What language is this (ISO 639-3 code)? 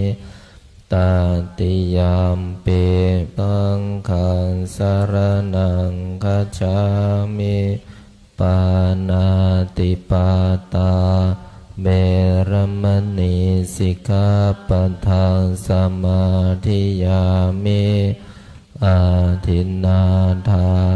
pli